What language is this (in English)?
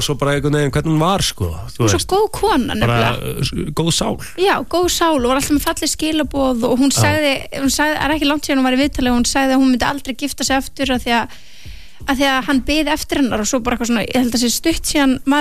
Icelandic